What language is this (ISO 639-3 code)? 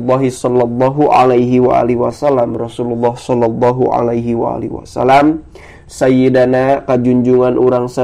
sun